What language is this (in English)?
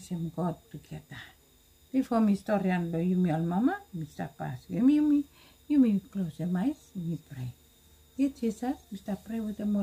Bislama